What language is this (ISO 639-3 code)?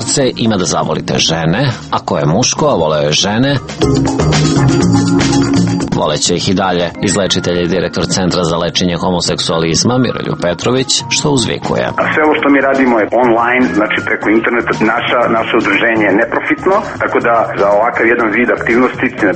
srp